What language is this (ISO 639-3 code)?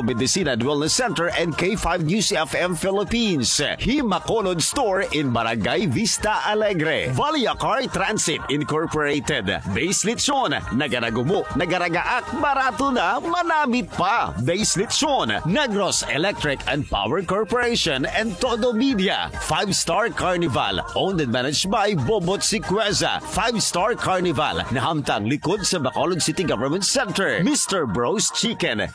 hil